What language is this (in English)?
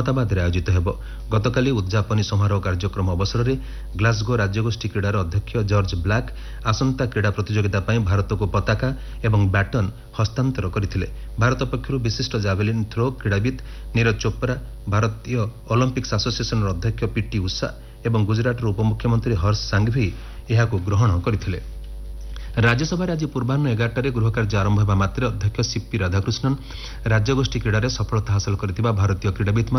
Odia